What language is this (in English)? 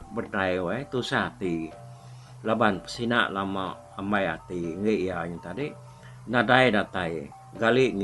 Iban